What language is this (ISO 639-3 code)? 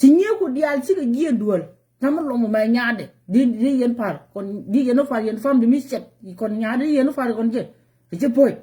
nus